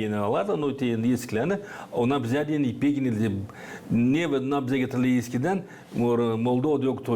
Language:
Gagauz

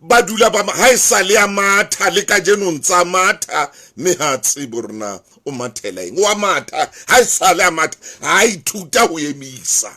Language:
Southern Sotho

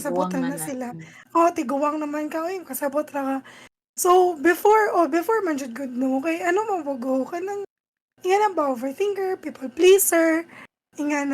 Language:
Cebuano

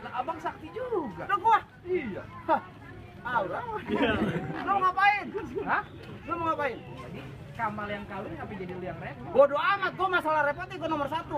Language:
Betawi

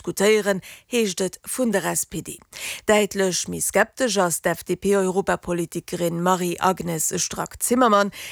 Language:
Luxembourgish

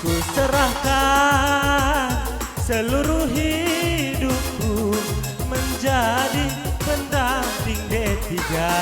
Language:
Batak Karo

